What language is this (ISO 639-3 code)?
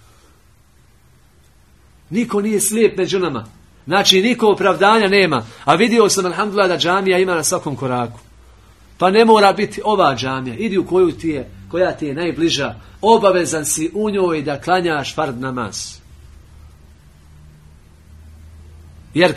bos